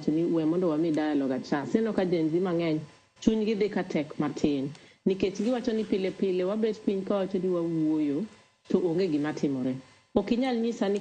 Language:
Luo (Kenya and Tanzania)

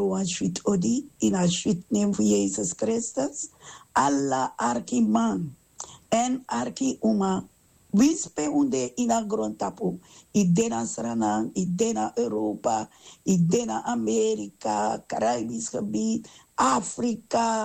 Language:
Sranan Tongo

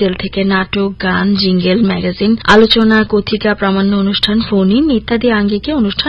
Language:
Bangla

